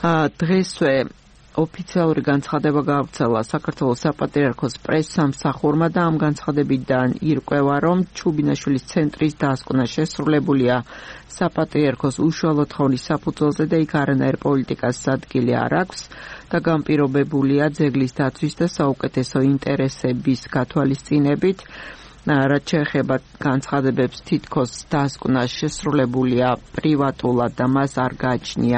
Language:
Georgian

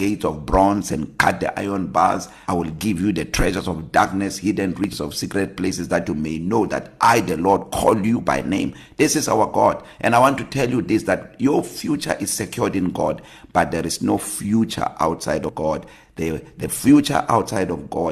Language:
English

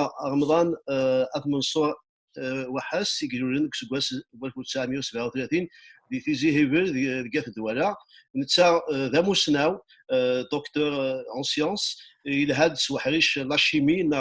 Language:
Kabyle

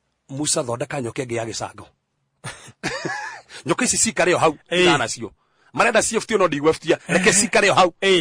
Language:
Kikuyu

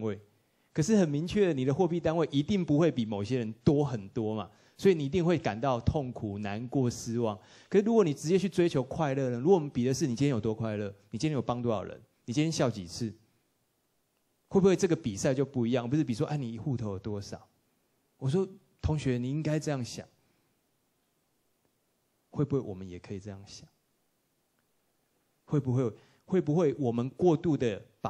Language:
Chinese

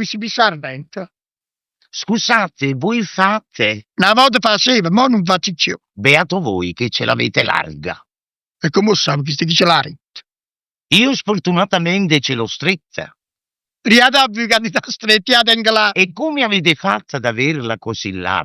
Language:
Neapolitan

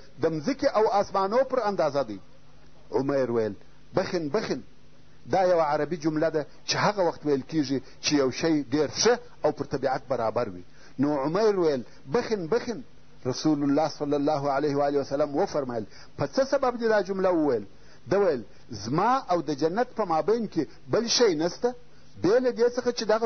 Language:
Pashto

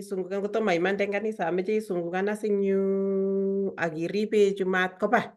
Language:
Kalenjin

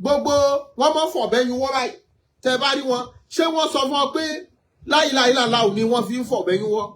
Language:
Yoruba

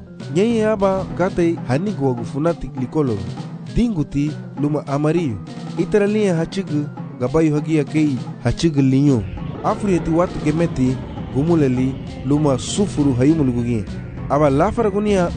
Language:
Garifuna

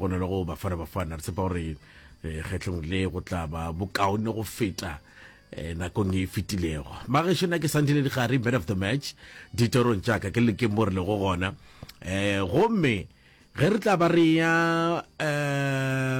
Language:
Northern Sotho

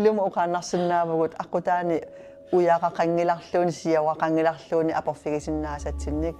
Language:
Kalaallisut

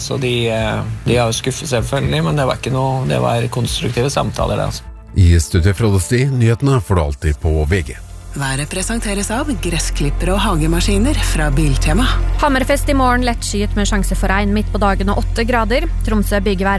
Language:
Norwegian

